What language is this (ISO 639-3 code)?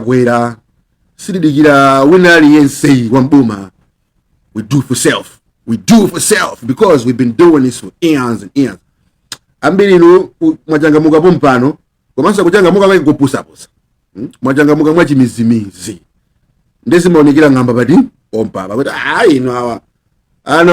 nya